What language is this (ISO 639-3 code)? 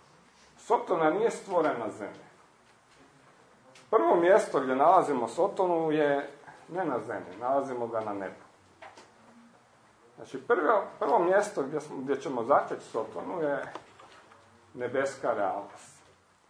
hrv